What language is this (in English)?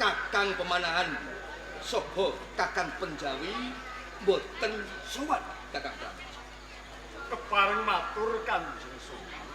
Javanese